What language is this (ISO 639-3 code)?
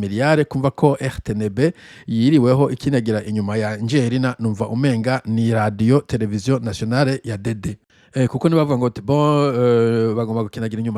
run